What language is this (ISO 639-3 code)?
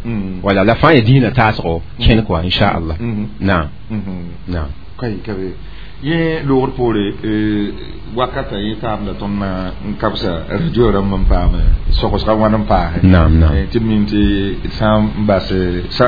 mos